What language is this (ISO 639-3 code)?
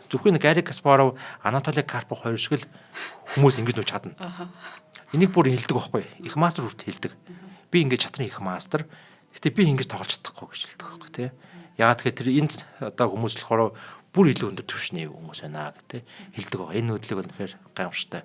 mon